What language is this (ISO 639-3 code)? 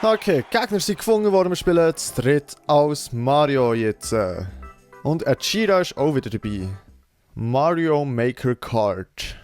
gsw